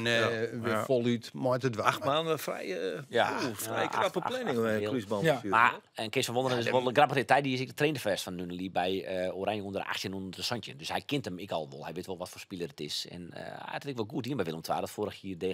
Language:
Western Frisian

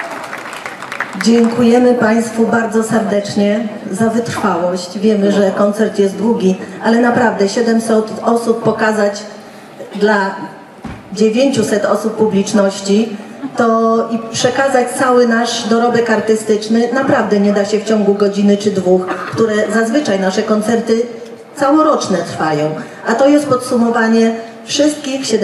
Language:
Polish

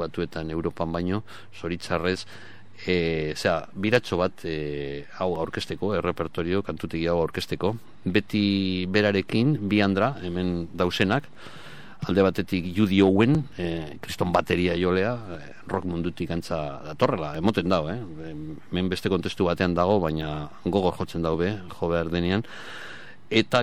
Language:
Basque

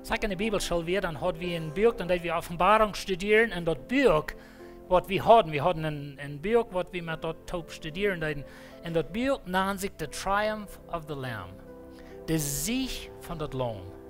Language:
Plautdietsch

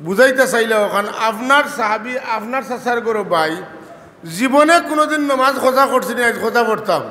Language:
Sylheti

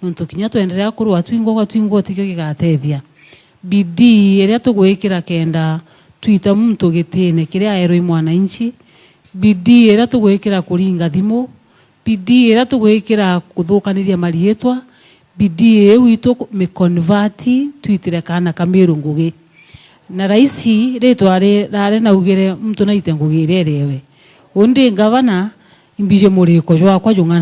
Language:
Meru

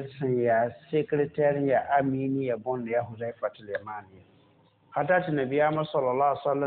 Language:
Mossi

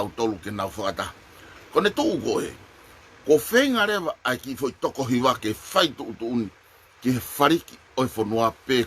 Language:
Tongan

